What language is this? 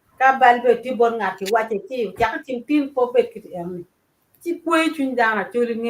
Acoli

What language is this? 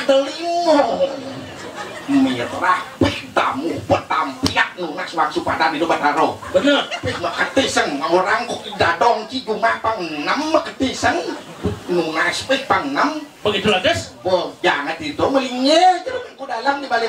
Balinese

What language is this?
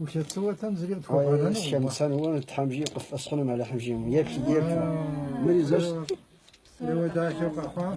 Kabardian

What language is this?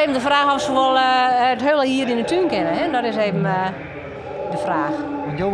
Western Frisian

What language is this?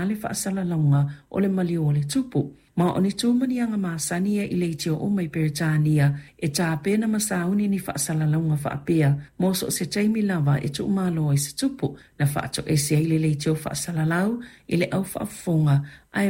Samoan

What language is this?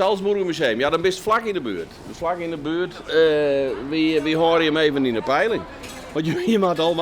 Western Frisian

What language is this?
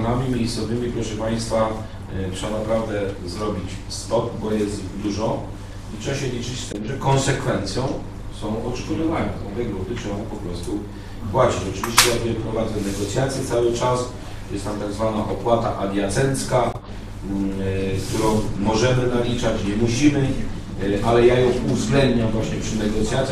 Polish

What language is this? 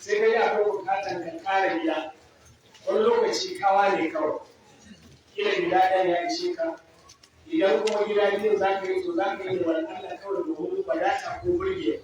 Hausa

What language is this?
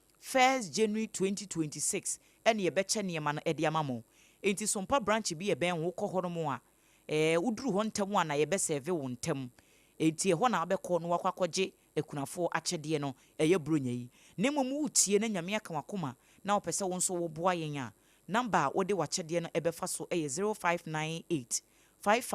Akan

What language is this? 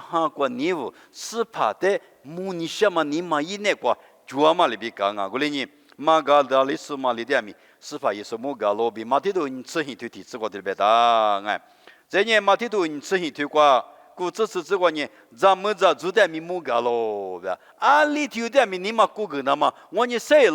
Lisu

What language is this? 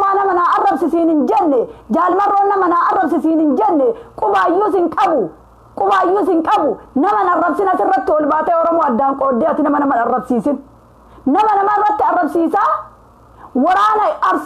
Oromo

